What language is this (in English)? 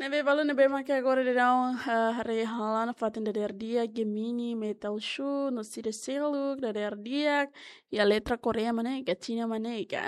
Tetum